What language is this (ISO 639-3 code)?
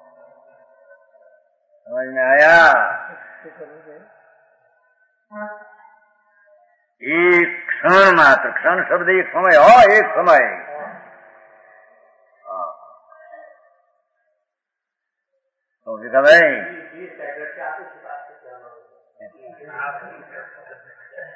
hin